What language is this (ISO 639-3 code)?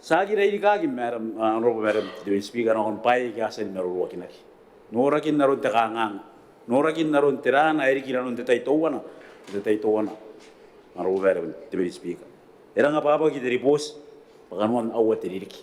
gil